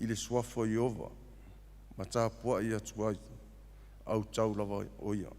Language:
Samoan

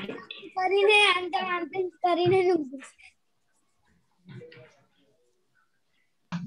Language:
Gujarati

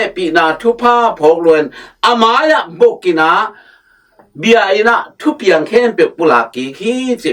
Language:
Tedim Chin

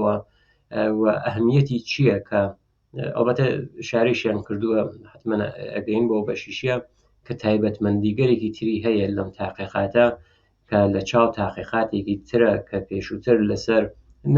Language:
Central Kurdish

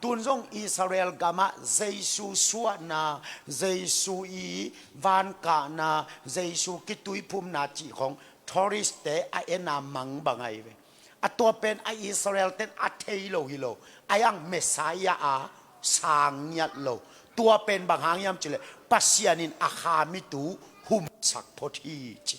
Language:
Tedim Chin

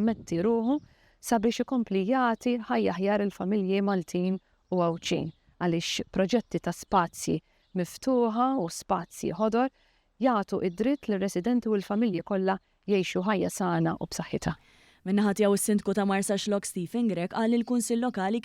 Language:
Maltese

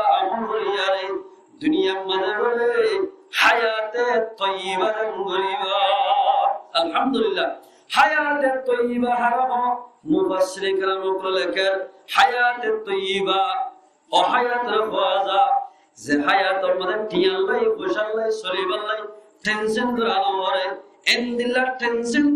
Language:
Rohingya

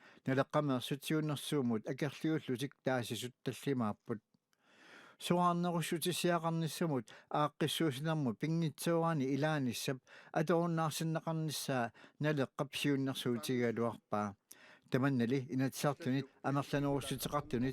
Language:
Kalaallisut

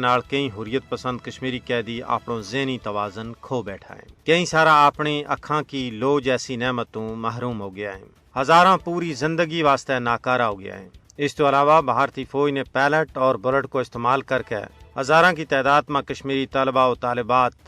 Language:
Gujari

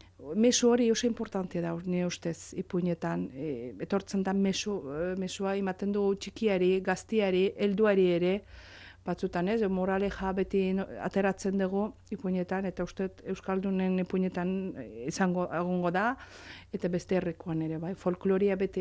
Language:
Basque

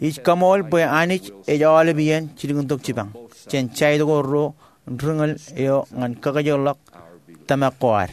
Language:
Marshallese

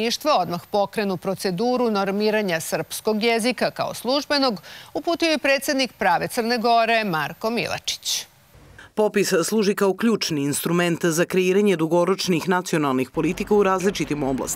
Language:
Serbian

